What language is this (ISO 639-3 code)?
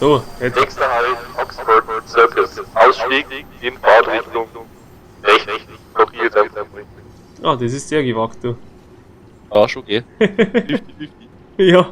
bar